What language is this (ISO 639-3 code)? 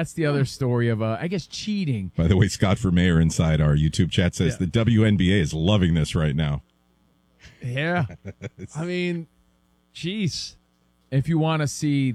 eng